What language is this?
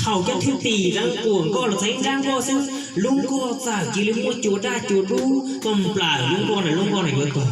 Hmong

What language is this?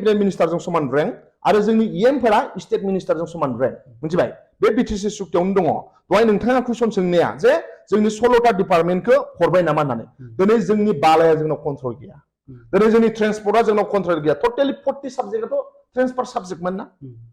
Bodo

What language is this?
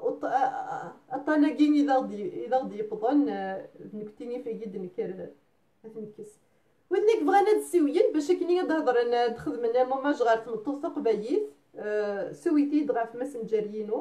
Kabyle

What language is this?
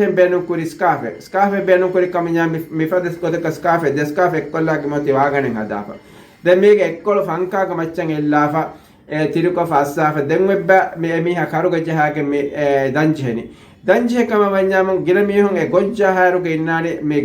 Divehi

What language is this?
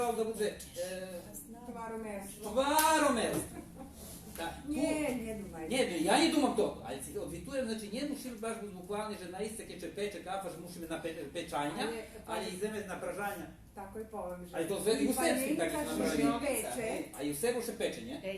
Rusyn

